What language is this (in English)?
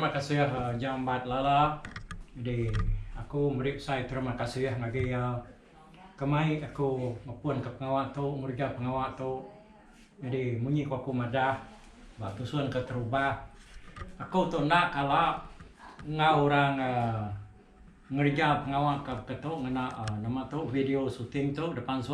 Iban